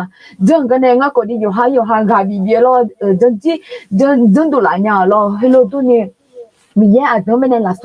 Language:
Akha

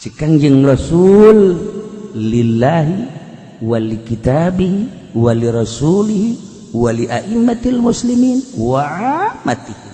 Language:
Sundanese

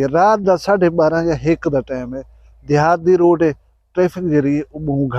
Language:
Saraiki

